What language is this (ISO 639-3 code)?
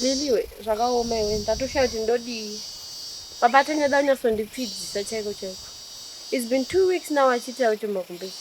sna